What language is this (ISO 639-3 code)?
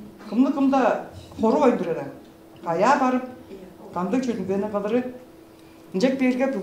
tyv